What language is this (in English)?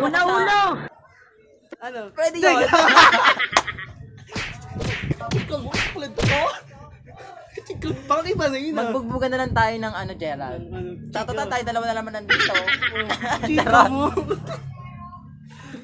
Filipino